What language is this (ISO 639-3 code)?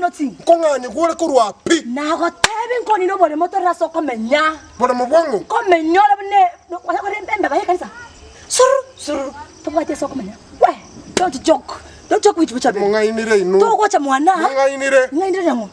guz